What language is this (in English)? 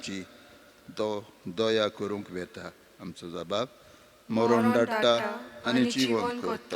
Konkani